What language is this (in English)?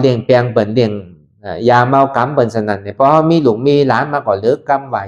Shan